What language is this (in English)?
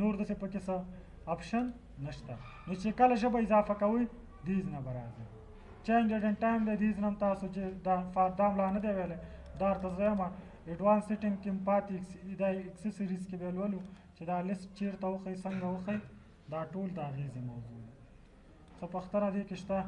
Pashto